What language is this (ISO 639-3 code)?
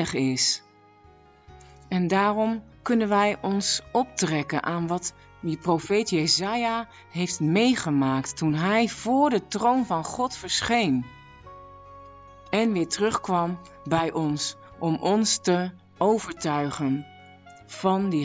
nld